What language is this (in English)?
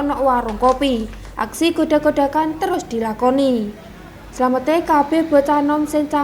Javanese